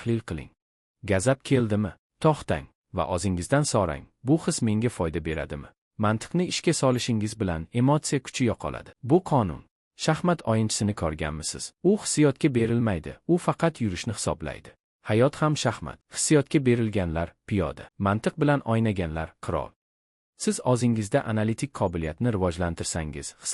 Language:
Uzbek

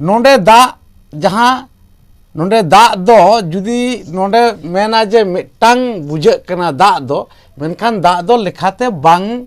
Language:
Santali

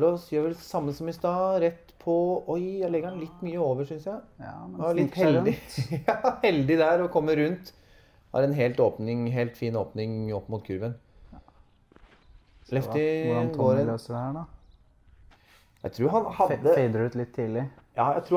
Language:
Norwegian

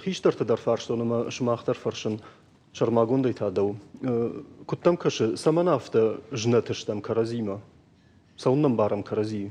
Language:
Ossetic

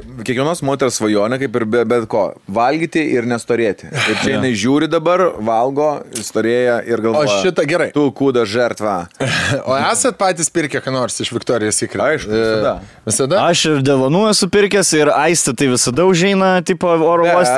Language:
Lithuanian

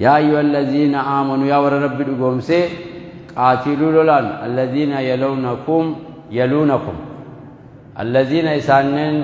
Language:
Oromo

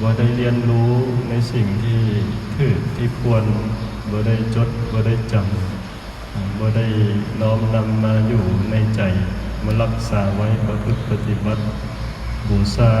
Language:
Northeastern Thai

